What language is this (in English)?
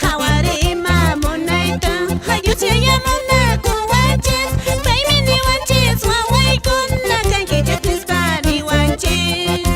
Quechua